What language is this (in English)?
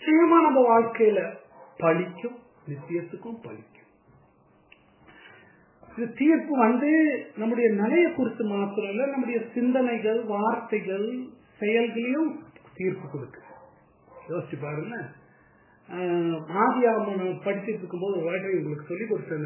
Tamil